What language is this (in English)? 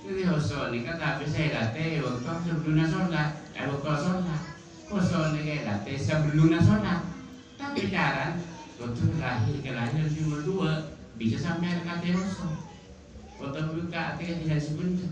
Madurese